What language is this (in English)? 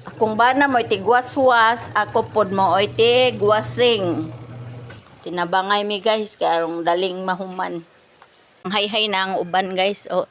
Cebuano